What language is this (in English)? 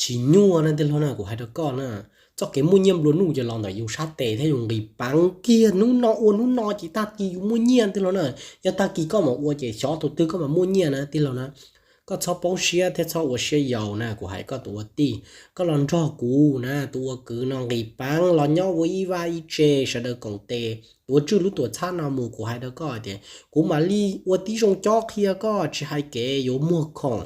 Hmong